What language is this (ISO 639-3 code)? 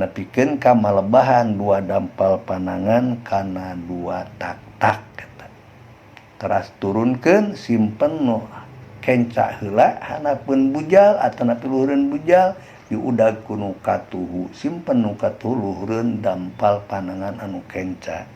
sun